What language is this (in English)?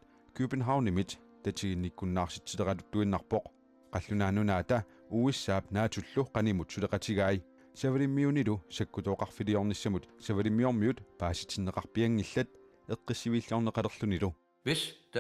Kalaallisut